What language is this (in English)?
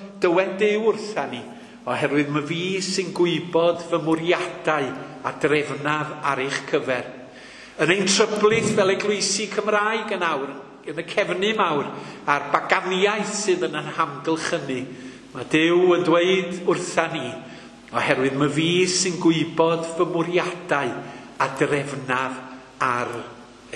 Welsh